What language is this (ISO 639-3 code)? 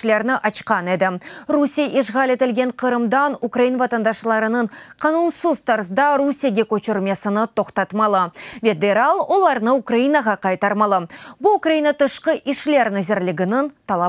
crh